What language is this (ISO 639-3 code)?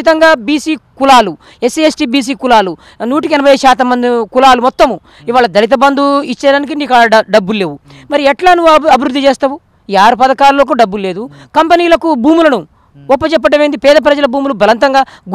tel